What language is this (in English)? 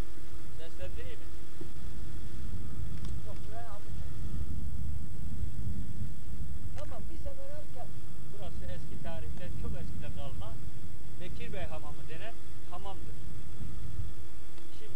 Turkish